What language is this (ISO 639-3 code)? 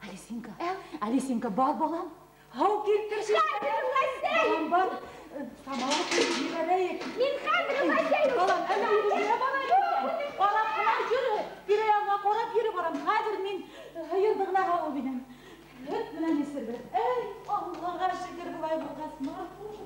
bak